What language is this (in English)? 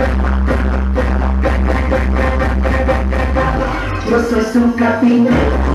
Spanish